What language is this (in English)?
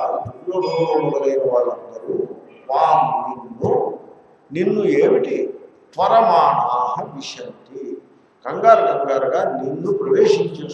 Telugu